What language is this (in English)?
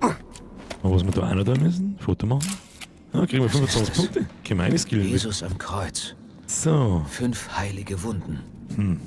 Bavarian